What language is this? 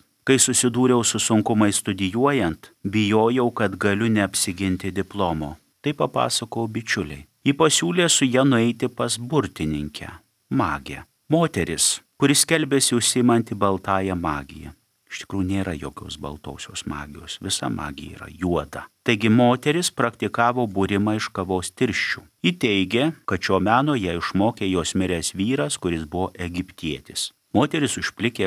Lithuanian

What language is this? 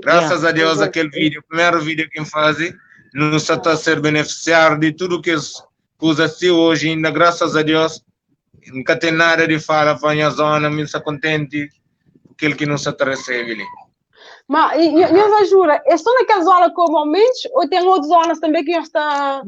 Kabuverdianu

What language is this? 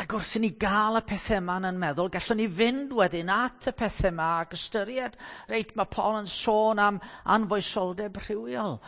Welsh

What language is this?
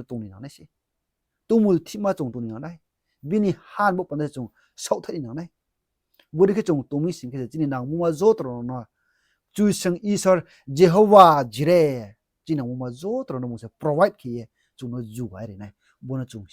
Riang (India)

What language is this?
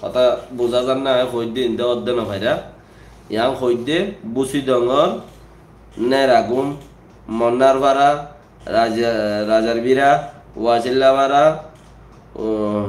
Rohingya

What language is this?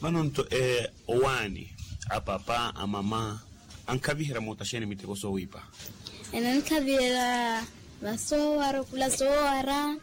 Makhuwa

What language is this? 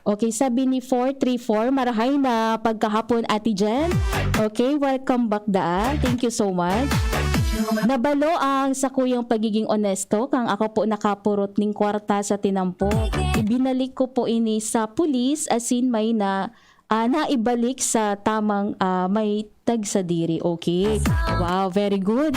Bikol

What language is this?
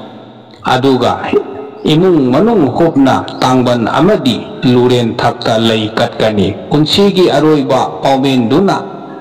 Manipuri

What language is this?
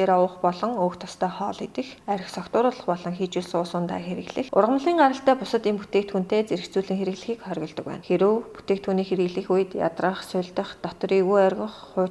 Mongolian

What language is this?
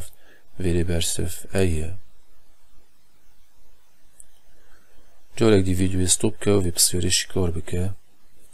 Kurdish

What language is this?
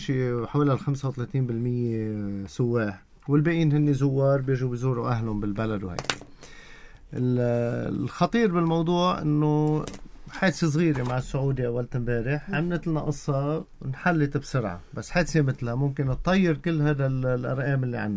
North Levantine Arabic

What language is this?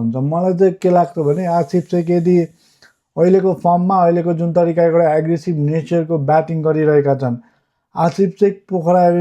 Nepali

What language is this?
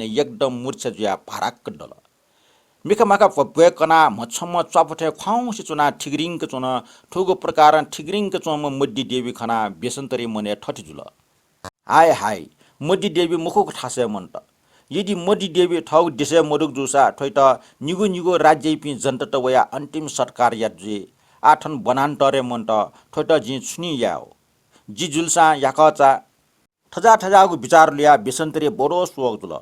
Newari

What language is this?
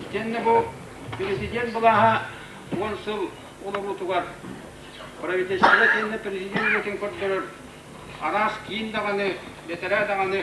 Yakut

